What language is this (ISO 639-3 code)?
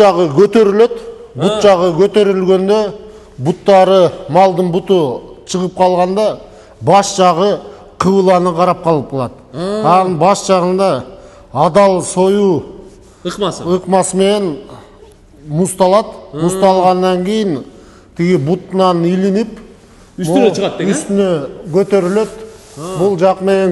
kir